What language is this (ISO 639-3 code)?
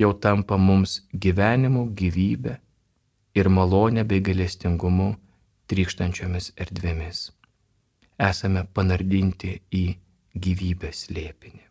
lit